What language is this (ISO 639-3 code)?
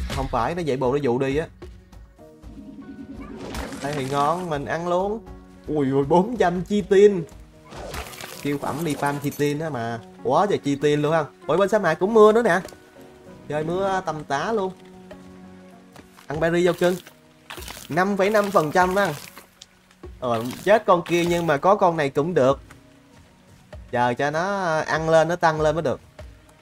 vie